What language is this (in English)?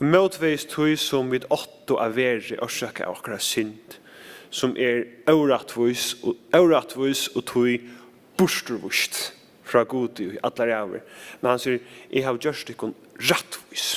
Faroese